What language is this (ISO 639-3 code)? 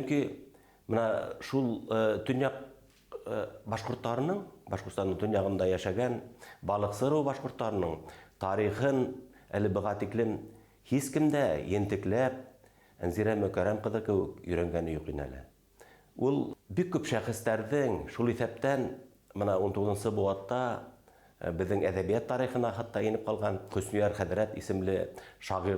bak